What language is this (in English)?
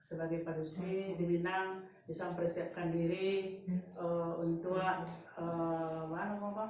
Minangkabau